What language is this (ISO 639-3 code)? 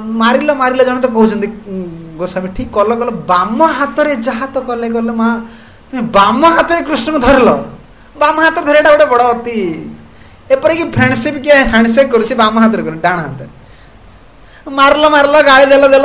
ori